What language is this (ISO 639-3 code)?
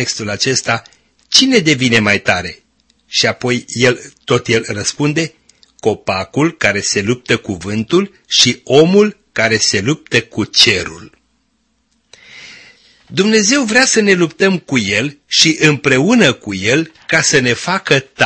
ron